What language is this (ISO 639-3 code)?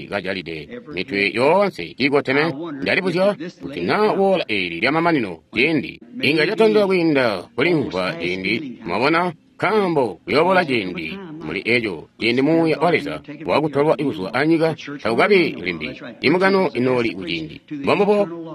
toi